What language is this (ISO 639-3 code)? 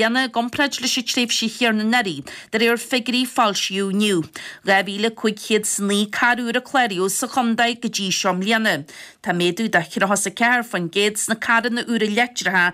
gle